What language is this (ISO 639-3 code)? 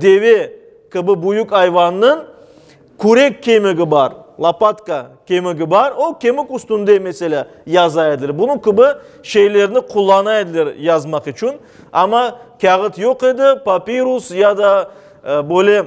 crh